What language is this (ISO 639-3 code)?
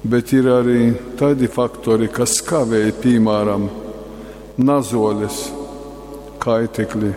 ltg